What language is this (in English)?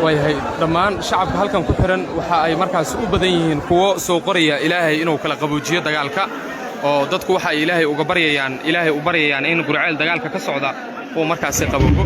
Somali